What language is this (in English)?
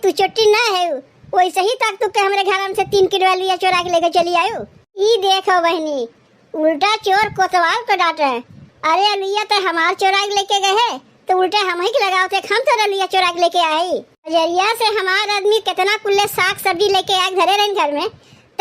Awadhi